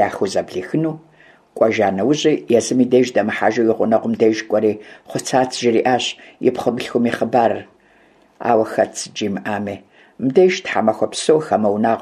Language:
Kabardian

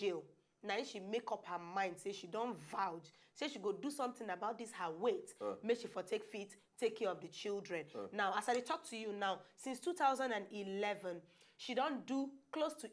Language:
Nigerian Pidgin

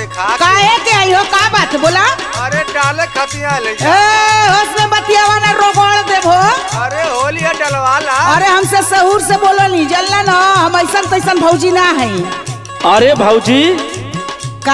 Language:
Bhojpuri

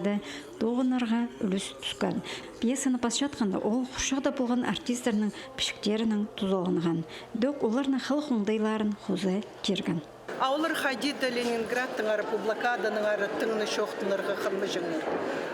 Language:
Khakas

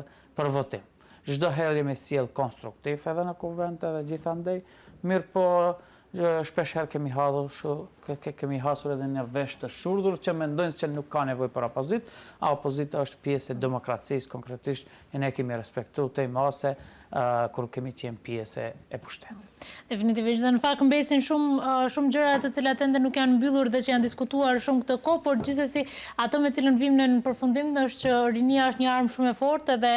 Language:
Albanian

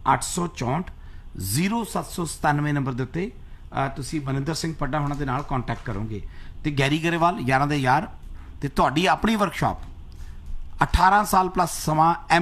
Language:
Punjabi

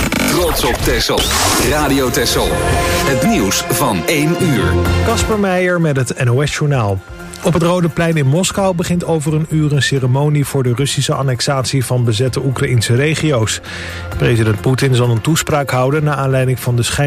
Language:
Dutch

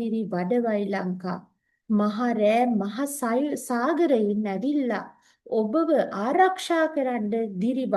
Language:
Sinhala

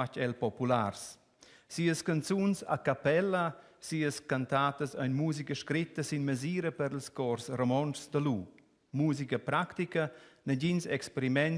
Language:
Romansh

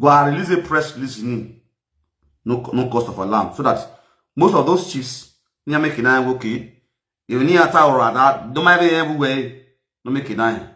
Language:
Nigerian Pidgin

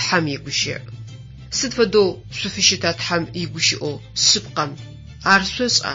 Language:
Adyghe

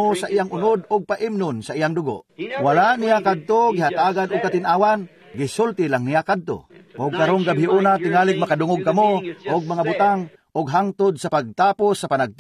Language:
Cebuano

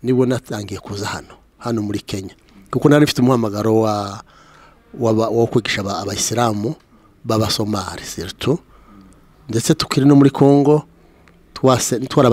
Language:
Kinyarwanda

